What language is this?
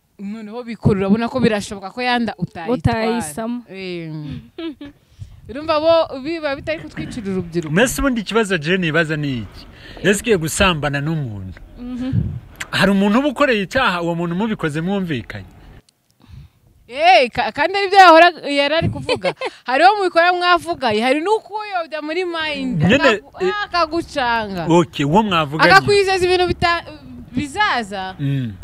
Kinyarwanda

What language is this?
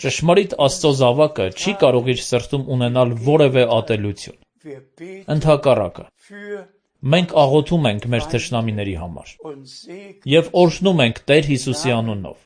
Armenian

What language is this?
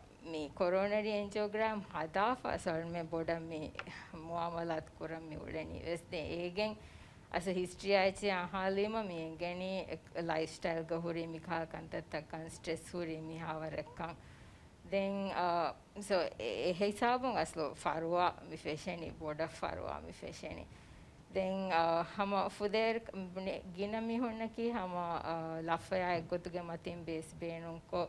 Divehi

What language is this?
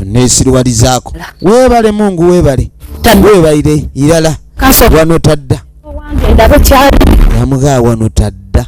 Ganda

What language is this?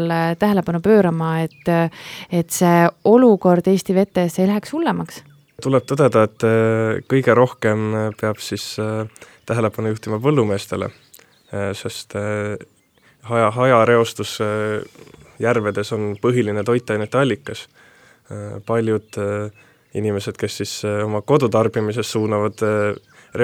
Estonian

